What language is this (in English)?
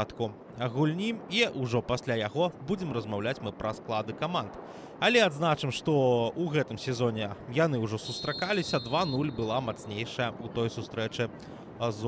Belarusian